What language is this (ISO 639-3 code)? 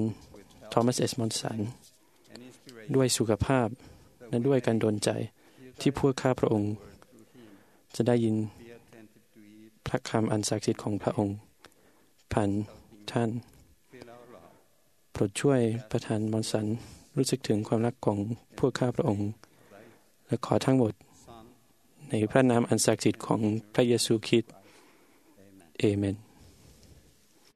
tha